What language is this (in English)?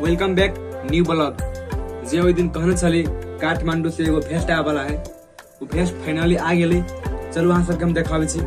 Maithili